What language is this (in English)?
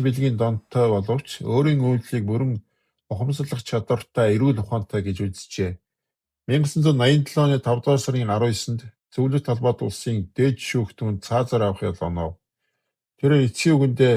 Mongolian